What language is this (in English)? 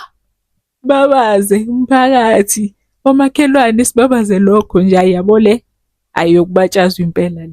Zulu